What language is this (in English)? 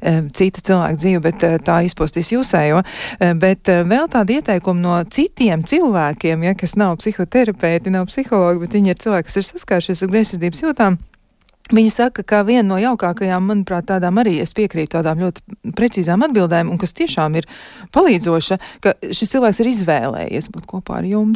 Latvian